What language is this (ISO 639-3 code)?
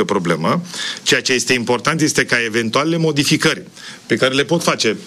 ron